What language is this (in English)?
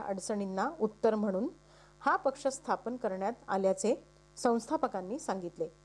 Marathi